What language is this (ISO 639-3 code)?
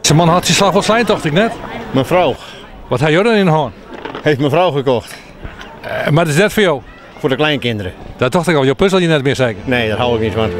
fry